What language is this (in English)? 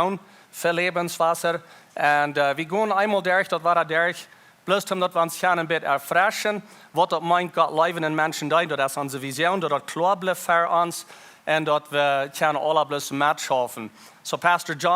Plautdietsch